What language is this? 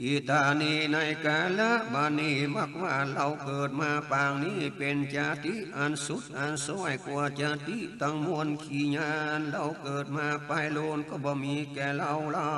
Northern Thai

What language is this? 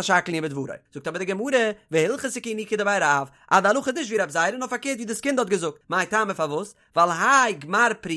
Yiddish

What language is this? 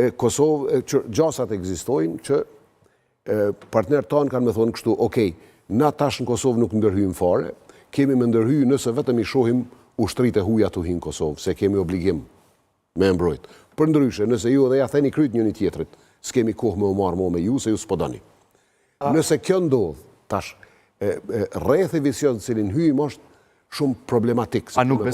Albanian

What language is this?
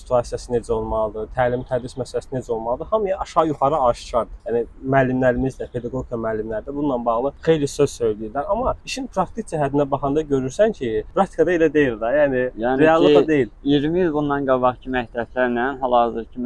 Azerbaijani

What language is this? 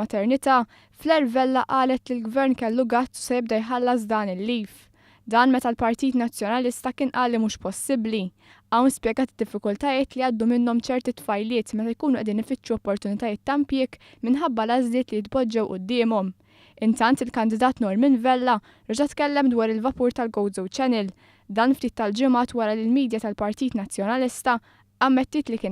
Maltese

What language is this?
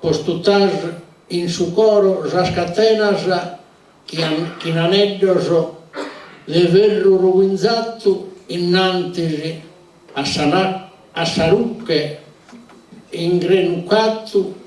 Sardinian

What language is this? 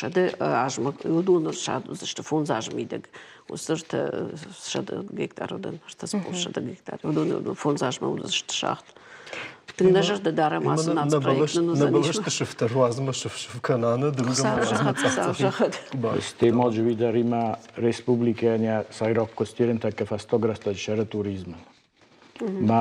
Ossetic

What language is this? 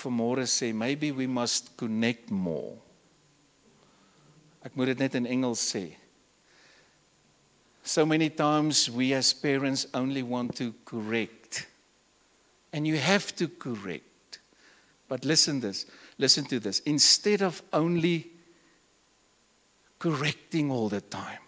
Afrikaans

